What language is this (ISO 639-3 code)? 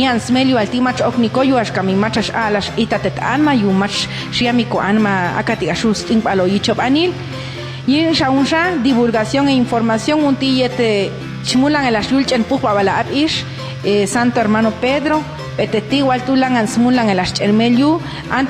jac